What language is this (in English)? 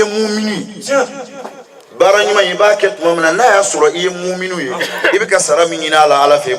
Bambara